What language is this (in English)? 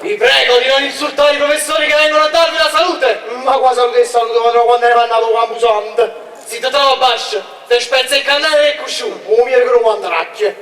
Neapolitan